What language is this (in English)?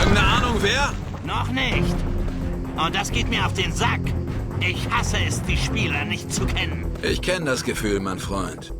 Bavarian